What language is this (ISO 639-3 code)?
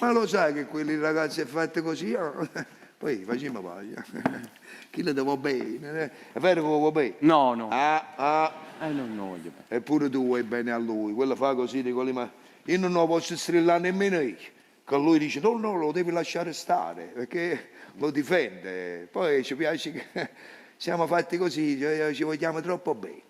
nap